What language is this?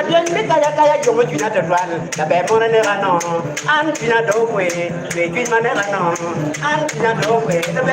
Acoli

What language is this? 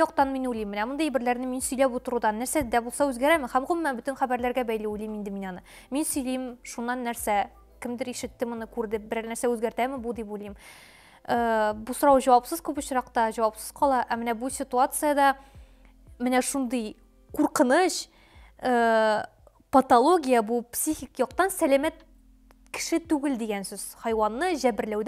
Tatar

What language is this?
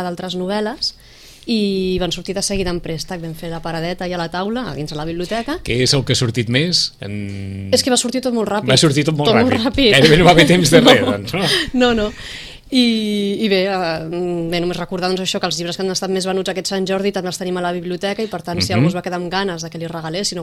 Catalan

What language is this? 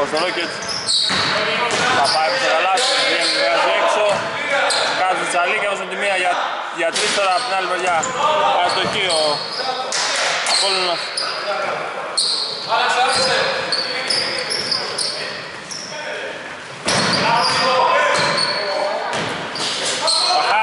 Greek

